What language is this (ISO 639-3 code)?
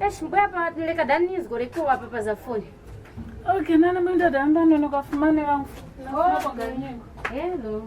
tum